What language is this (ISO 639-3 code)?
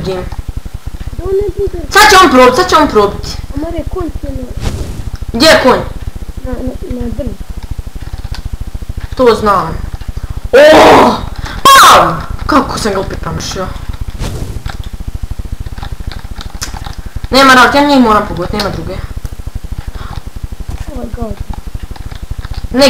bos